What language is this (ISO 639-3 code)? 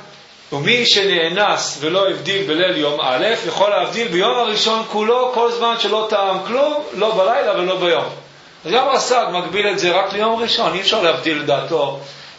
heb